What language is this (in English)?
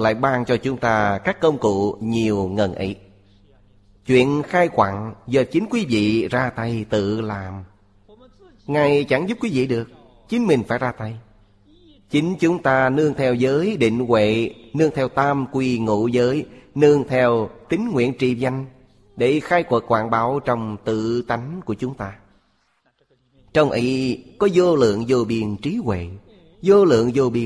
Vietnamese